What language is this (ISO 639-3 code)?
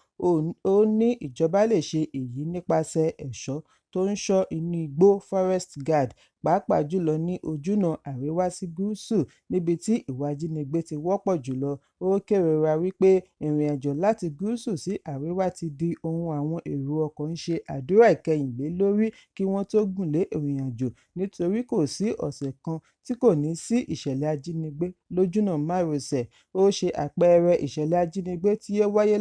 yor